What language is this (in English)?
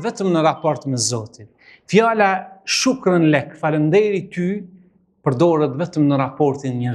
Albanian